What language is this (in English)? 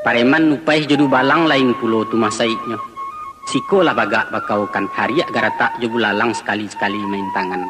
Minangkabau